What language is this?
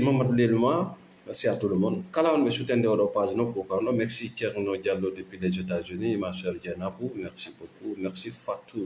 Fula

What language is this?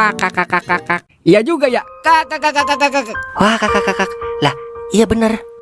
Betawi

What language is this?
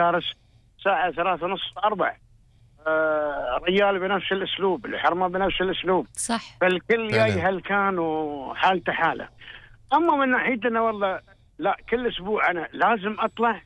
Gulf Arabic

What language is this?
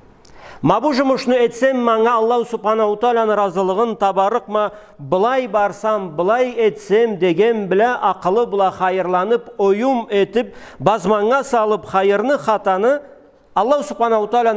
Karachay-Balkar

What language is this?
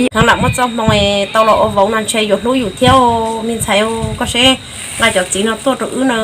Hmong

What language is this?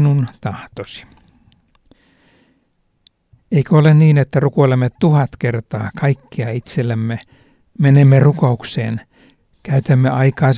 Finnish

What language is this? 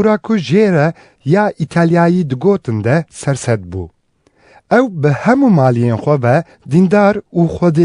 Kurdish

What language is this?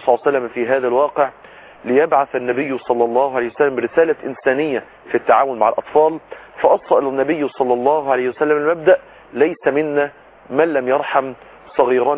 Arabic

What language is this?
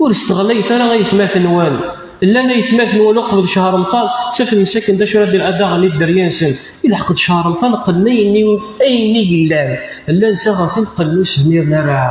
Kabyle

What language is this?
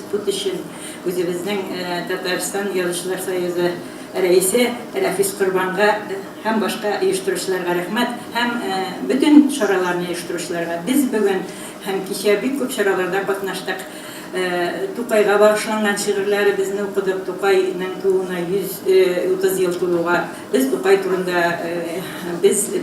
Tatar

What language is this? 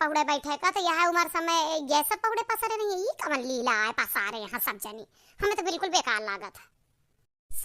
Awadhi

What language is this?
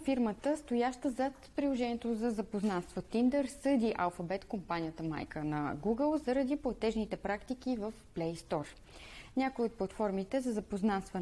Bulgarian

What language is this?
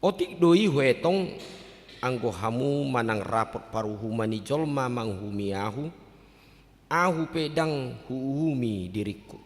Batak Toba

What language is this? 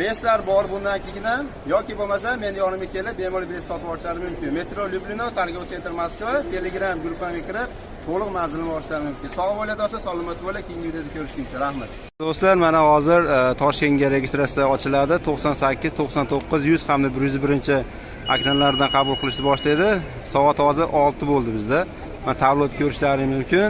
Uzbek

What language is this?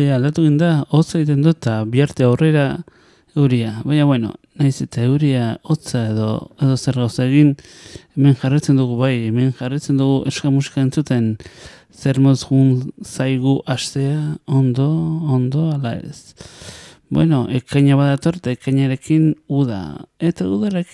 Basque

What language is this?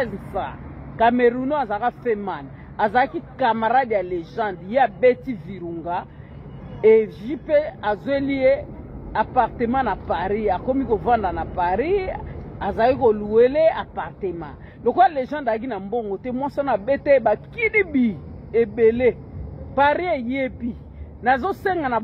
Lingala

